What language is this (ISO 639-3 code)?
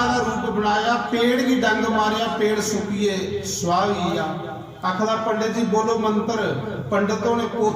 doi